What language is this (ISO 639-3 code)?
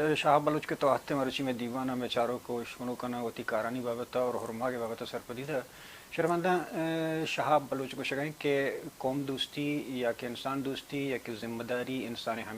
bal